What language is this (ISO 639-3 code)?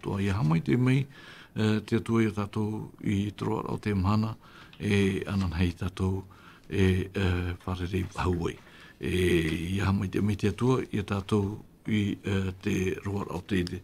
tah